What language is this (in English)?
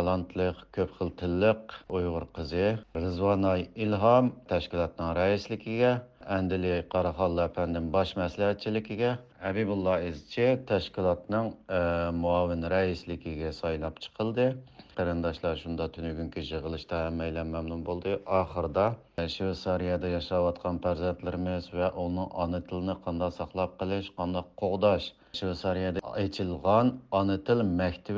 Uyghur